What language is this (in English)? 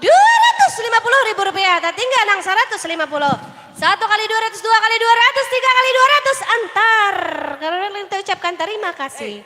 Banjar